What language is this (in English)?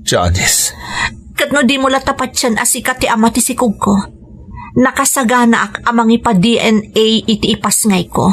Iloko